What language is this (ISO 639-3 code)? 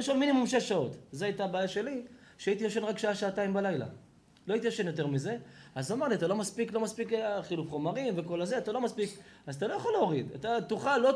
heb